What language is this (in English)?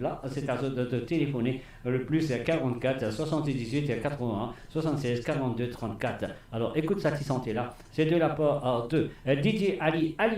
Morisyen